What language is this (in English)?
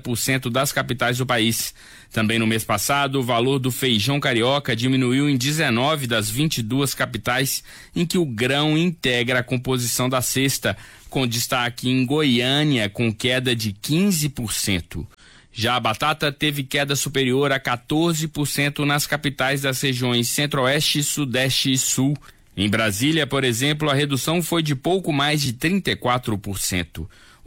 Portuguese